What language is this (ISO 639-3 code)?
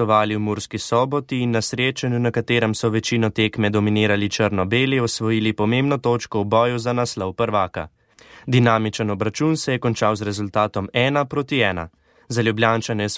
slv